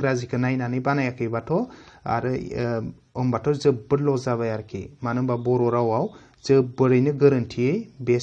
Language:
Bodo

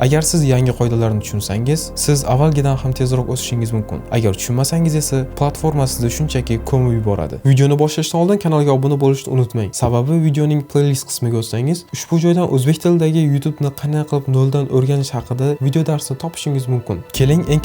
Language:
Uzbek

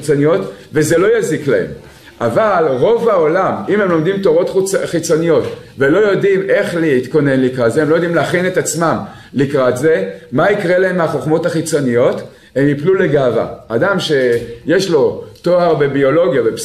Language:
Hebrew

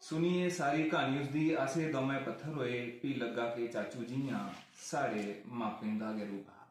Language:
Dogri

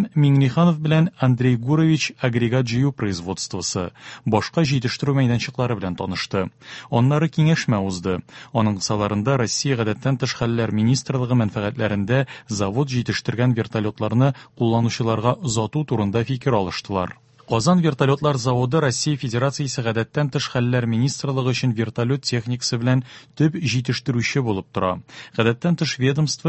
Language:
Tatar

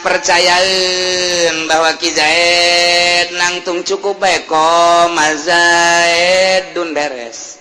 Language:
Sundanese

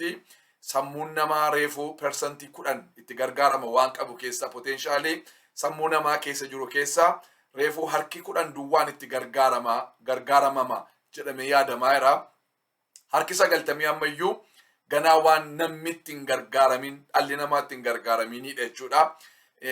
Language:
Oromo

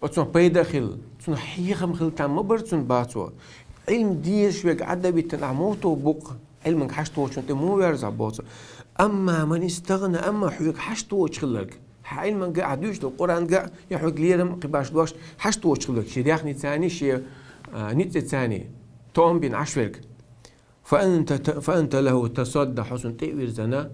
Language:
Chechen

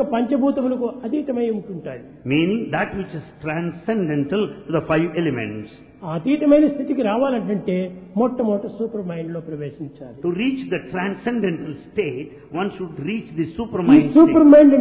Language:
Telugu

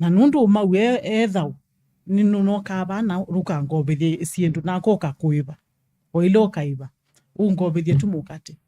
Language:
Kamba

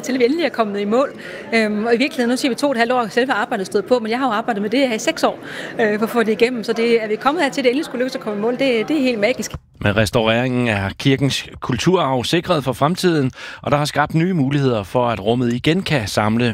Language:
Danish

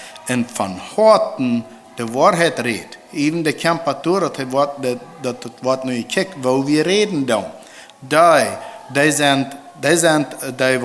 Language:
Plautdietsch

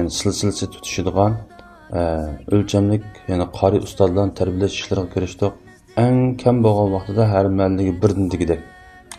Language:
Uyghur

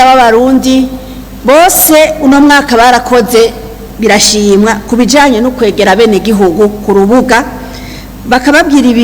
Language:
Rundi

